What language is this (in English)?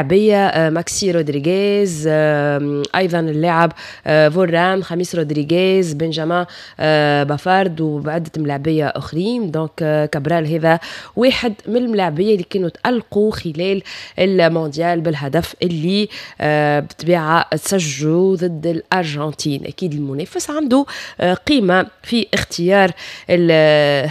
Tunisian Arabic